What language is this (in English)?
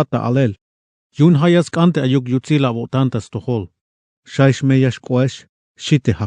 Tzeltal